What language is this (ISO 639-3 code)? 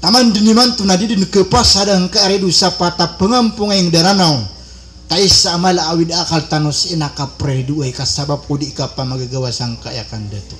mrw